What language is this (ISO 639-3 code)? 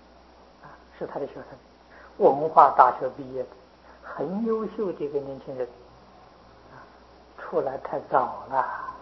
zho